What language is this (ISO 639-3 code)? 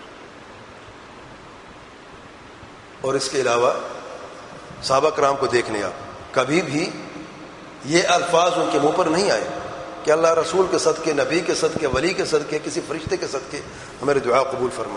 urd